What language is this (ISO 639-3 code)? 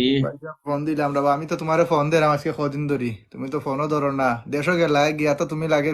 syl